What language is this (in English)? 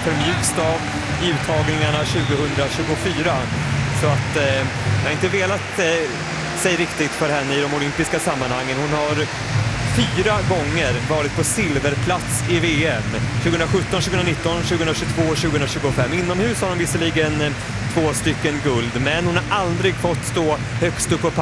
Swedish